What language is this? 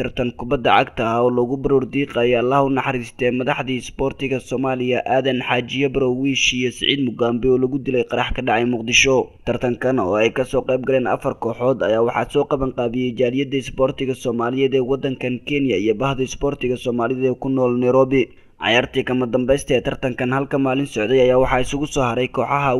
Somali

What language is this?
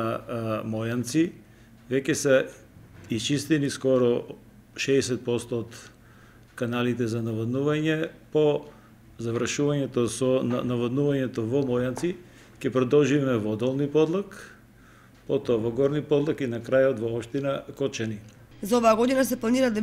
Macedonian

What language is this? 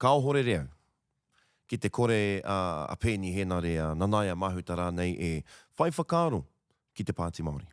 Māori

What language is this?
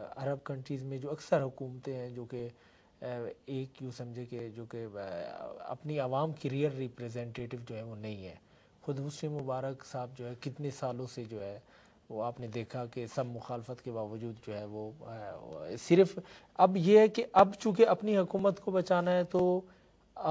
Urdu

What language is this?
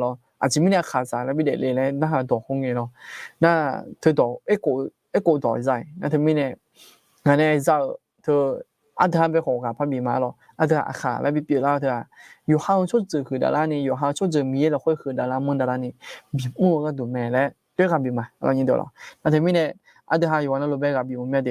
Akha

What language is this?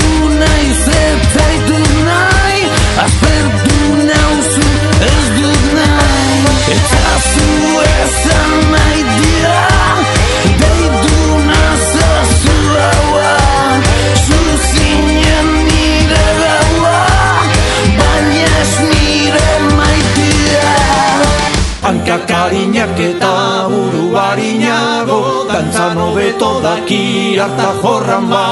Basque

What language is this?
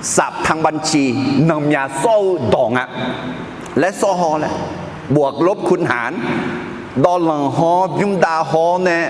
Akha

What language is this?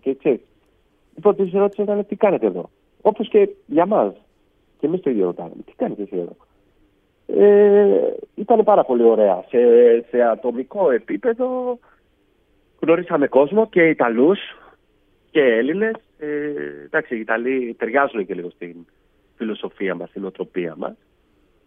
Greek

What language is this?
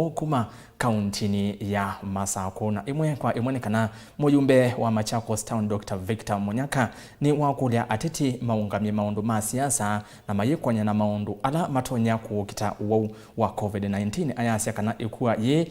Kamba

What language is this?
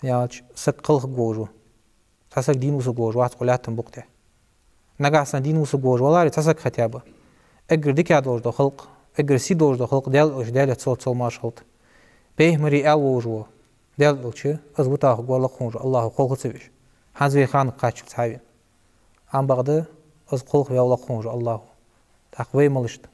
Ingush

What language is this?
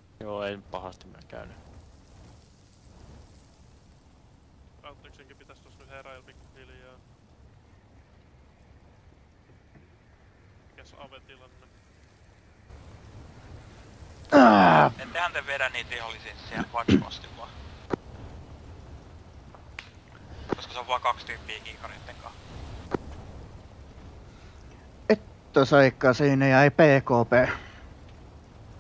Finnish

